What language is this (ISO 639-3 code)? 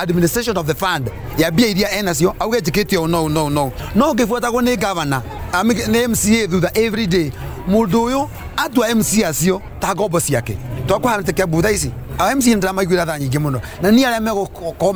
kik